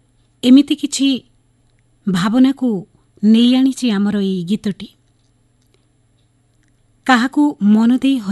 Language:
Odia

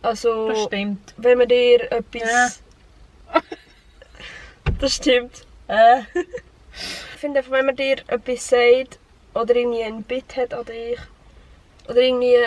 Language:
Swiss German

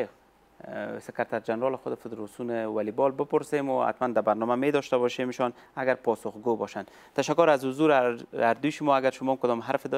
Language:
Persian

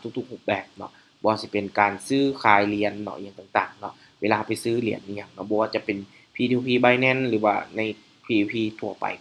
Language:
Lao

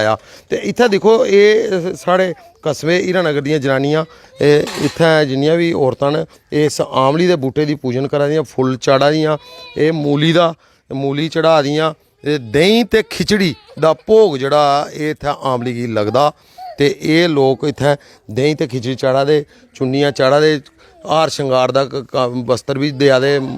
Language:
Dogri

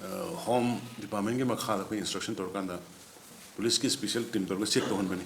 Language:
Manipuri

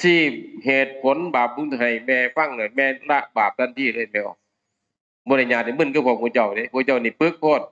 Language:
Northeastern Thai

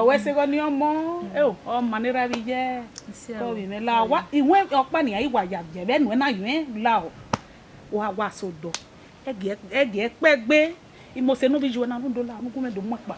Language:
Bini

